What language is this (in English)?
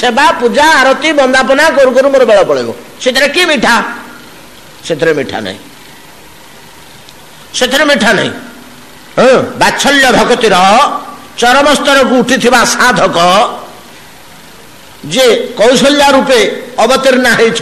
Odia